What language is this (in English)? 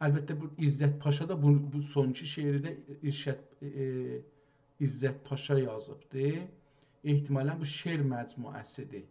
South Azerbaijani